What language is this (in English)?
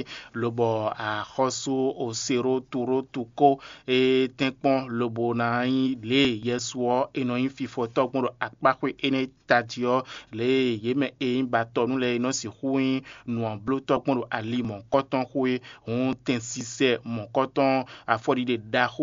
Fon